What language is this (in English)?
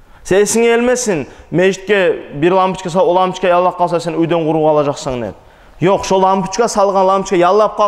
Kumyk